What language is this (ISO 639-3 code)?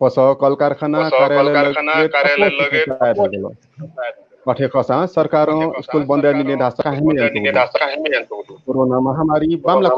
new